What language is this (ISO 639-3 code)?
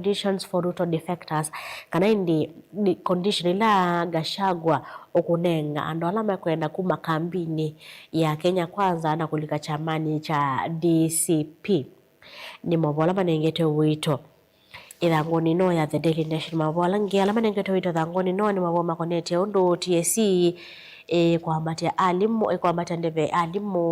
kam